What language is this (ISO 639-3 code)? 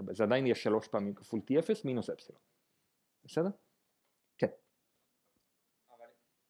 heb